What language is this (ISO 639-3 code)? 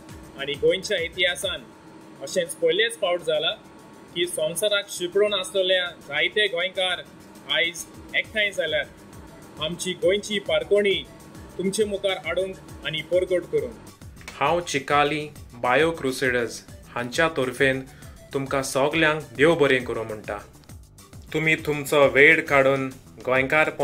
kok